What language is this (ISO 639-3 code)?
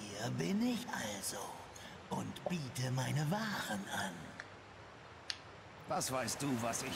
deu